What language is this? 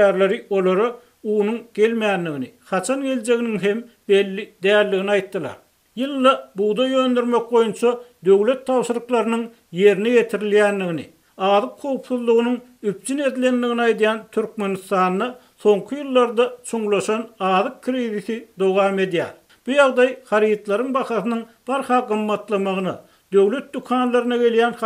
Turkmen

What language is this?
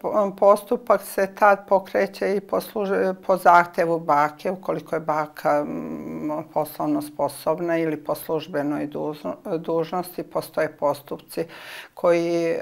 Serbian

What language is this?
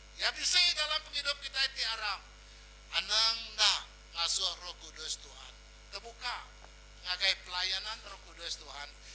Iban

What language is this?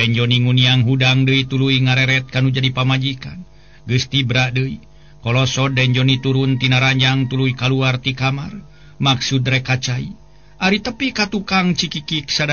Sundanese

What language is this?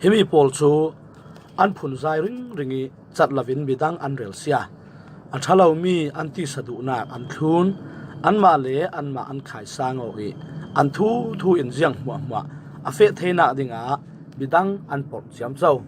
Falam Chin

